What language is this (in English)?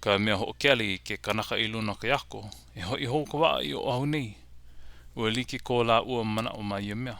Hawaiian